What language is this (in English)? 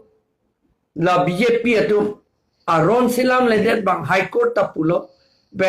Karbi